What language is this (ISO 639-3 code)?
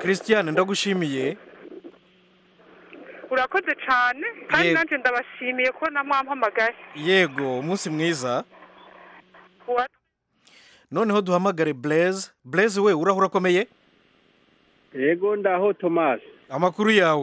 kin